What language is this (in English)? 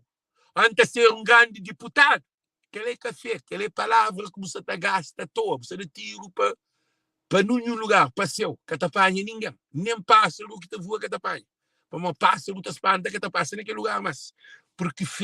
Kabuverdianu